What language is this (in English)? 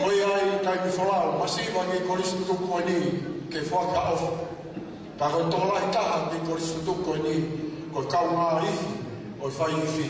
Tongan